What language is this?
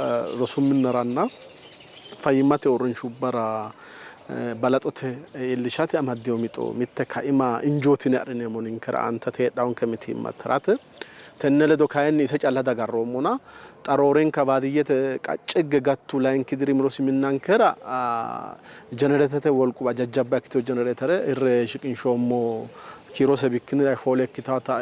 Sidamo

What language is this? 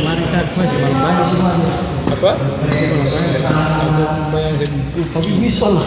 Ambonese Malay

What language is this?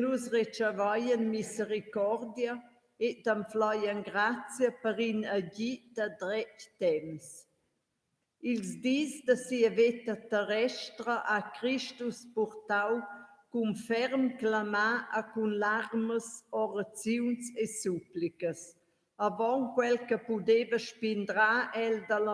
Romansh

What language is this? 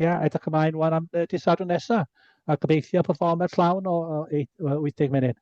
Welsh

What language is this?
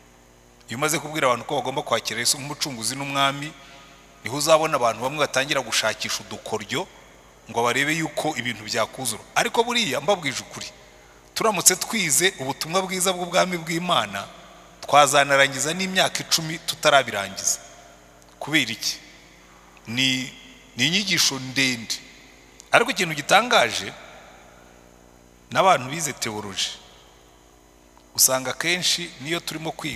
Kinyarwanda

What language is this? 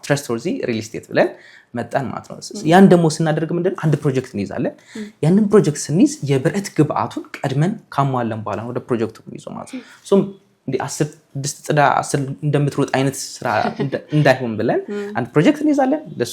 Amharic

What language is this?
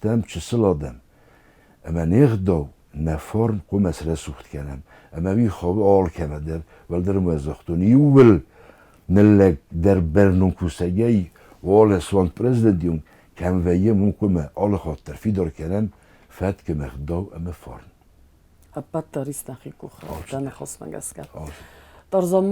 Ossetic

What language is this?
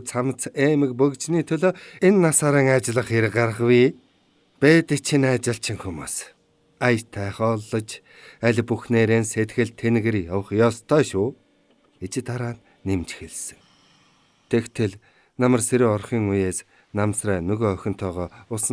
Mongolian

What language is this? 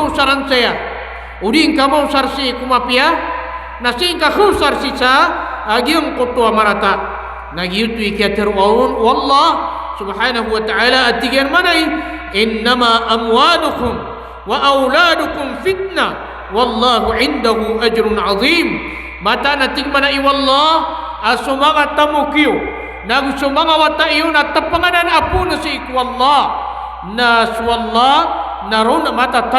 Maranao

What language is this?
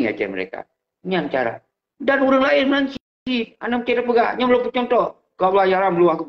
Achinese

